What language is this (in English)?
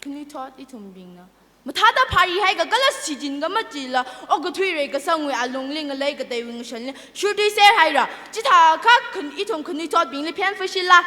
Tangkhul Naga (India)